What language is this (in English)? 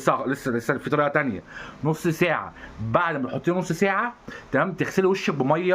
Egyptian Arabic